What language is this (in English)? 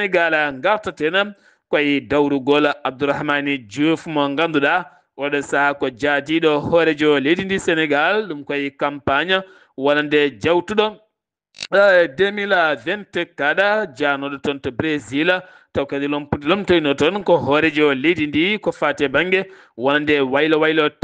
Fula